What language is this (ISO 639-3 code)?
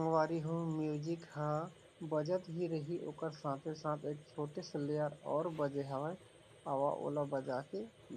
hne